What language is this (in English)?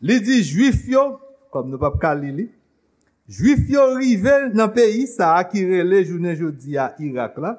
Haitian Creole